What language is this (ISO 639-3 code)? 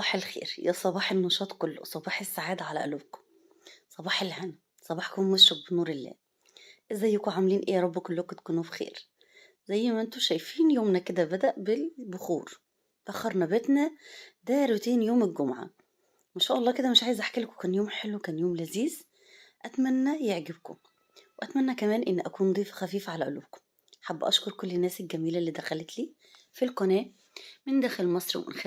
arz